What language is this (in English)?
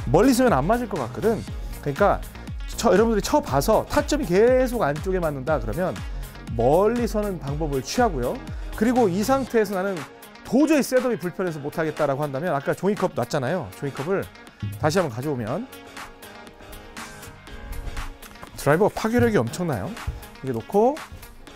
Korean